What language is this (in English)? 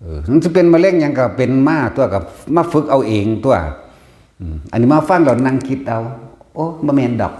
Northeastern Thai